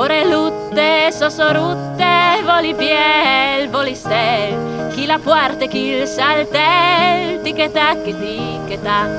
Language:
Friulian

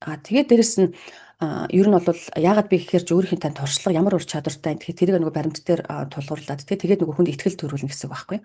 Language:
Mongolian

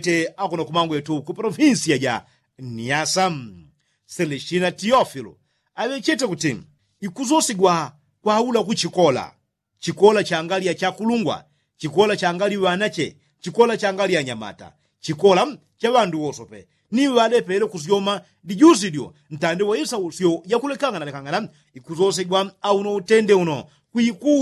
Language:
Yao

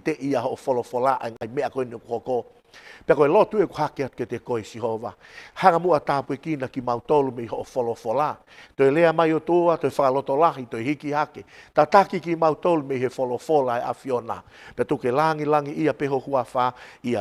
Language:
Tongan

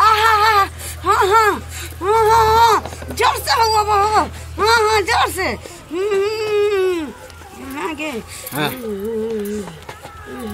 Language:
Maithili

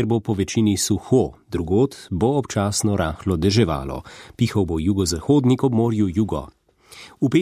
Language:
Slovenian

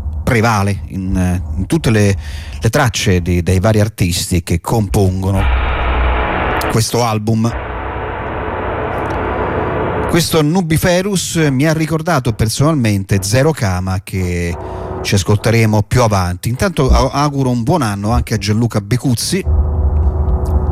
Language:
Italian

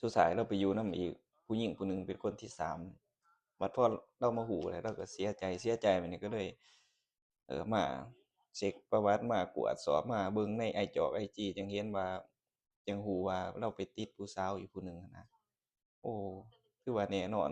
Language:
Lao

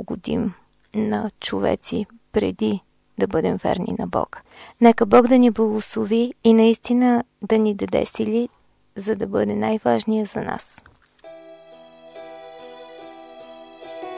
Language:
Bulgarian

